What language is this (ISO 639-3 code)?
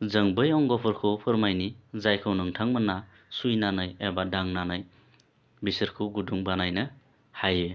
brx